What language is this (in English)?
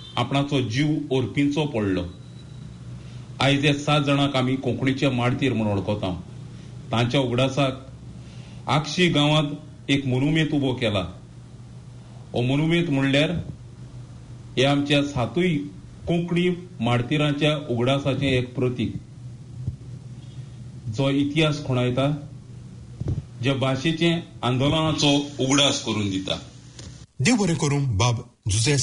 Konkani